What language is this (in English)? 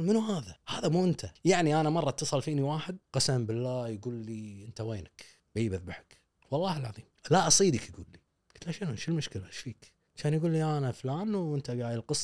Gulf Arabic